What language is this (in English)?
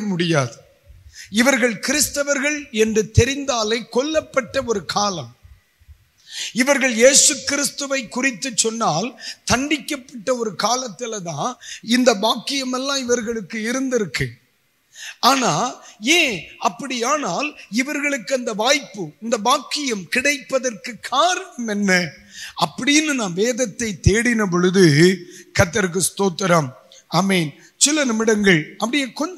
Tamil